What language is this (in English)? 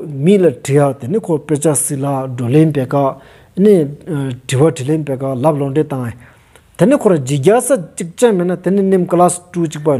Stod Bhoti